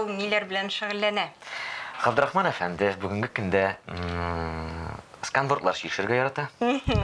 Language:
Tatar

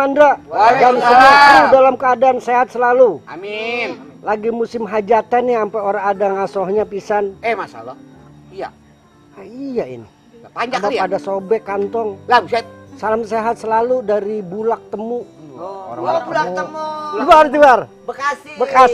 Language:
Betawi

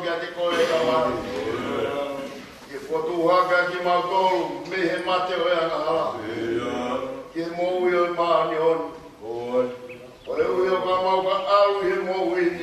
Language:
Tongan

